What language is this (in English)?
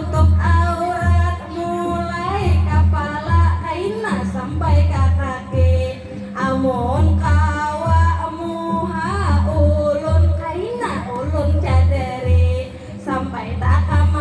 Banjar